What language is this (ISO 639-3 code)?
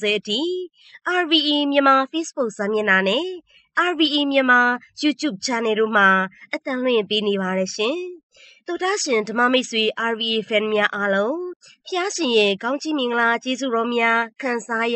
mya